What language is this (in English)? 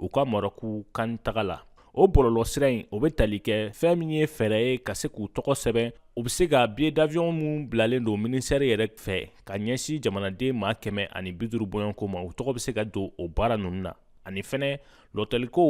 Bambara